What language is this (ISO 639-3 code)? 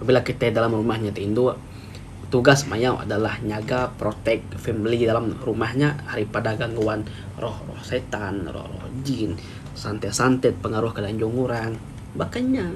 iba